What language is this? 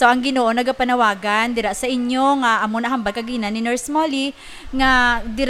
Hiligaynon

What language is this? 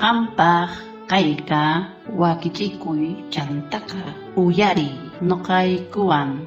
South Bolivian Quechua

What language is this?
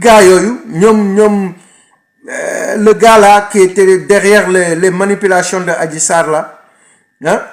Wolof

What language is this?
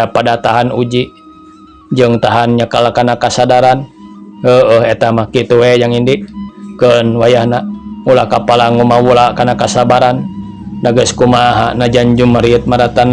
Sundanese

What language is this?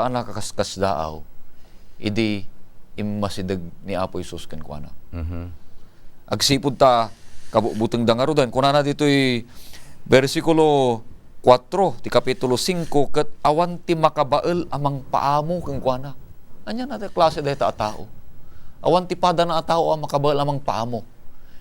Iloko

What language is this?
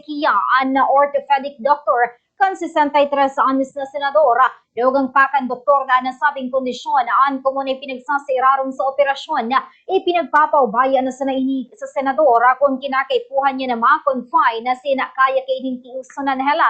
Bikol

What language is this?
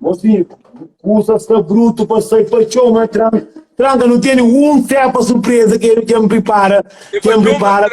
Kabuverdianu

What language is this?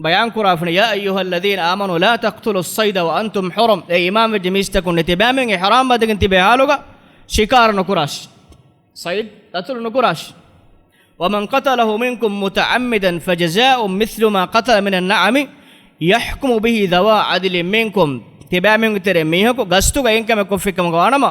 Divehi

